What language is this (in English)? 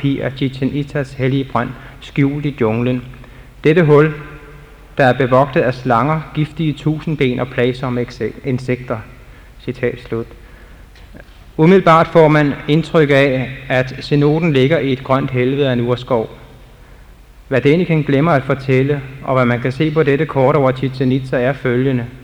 Danish